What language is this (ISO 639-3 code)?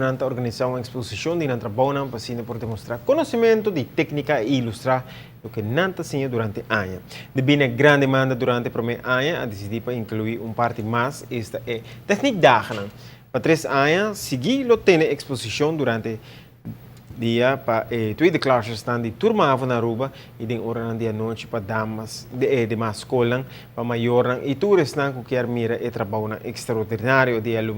pap